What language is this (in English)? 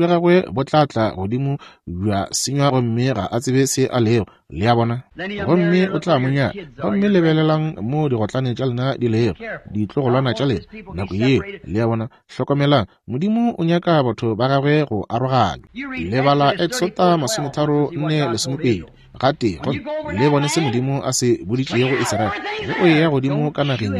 Northern Sotho